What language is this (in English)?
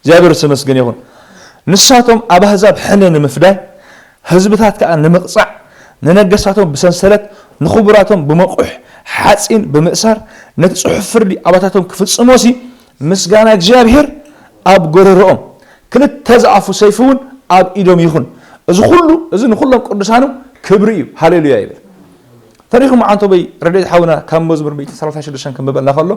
Tigrinya